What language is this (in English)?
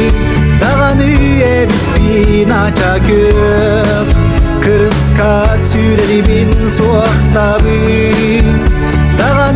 Yakut